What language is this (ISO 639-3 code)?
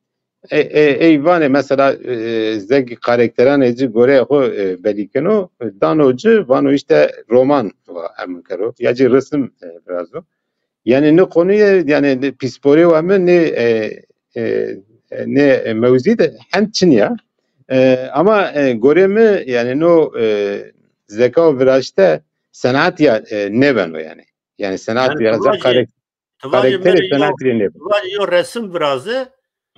zza